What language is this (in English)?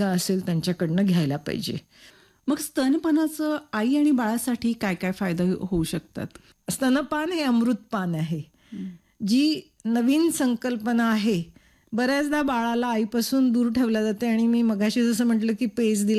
Marathi